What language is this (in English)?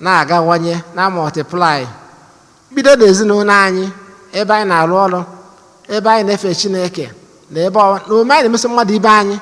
Igbo